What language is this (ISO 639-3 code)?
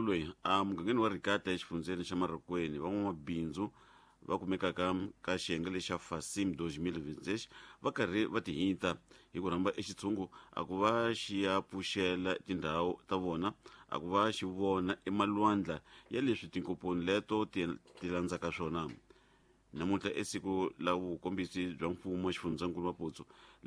tso